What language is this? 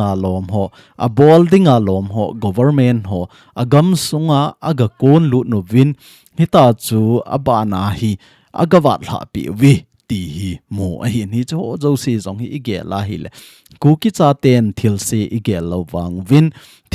Thado Chin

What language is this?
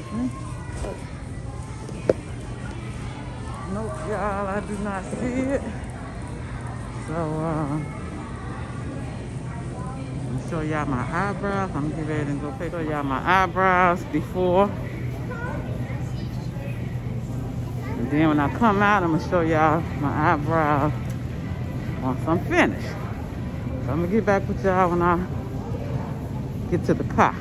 English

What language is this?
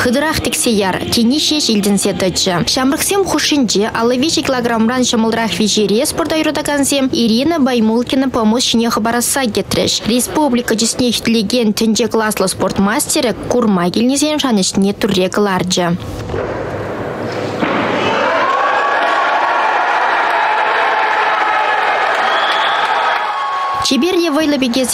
Chuvash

